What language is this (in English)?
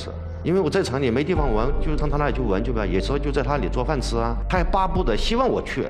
Chinese